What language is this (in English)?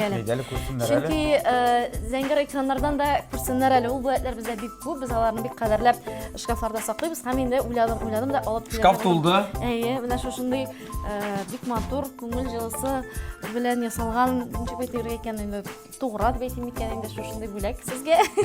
Tatar